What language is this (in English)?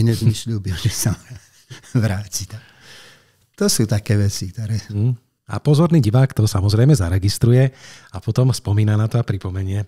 Slovak